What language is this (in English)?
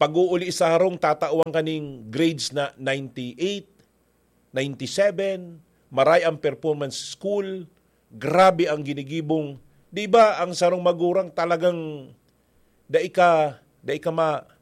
Bikol